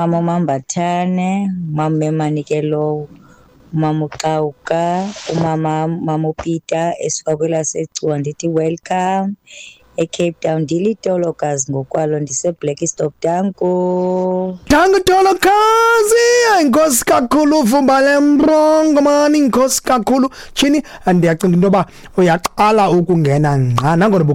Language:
Xhosa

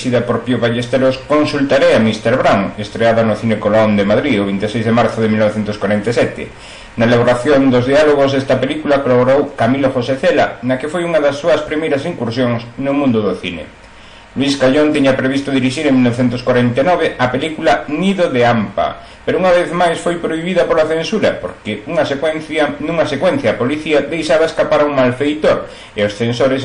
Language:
Galician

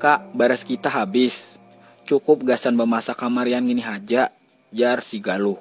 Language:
Banjar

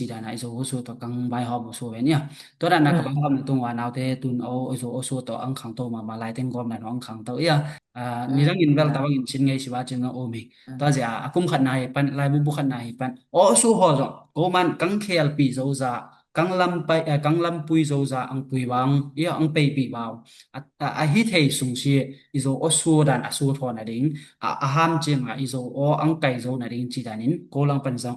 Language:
Tedim Chin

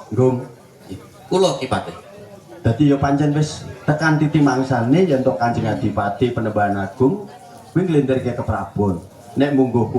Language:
Javanese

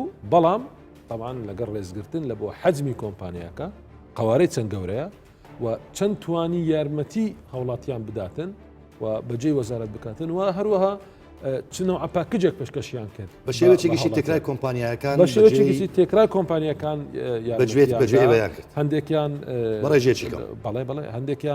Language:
Central Kurdish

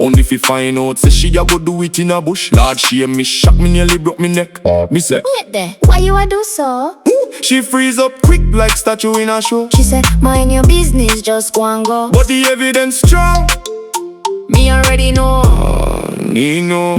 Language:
Jamaican Creole English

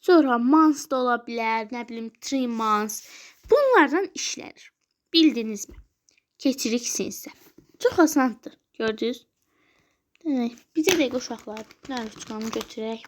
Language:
Azerbaijani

